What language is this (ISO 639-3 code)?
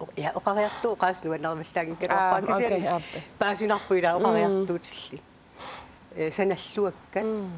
kal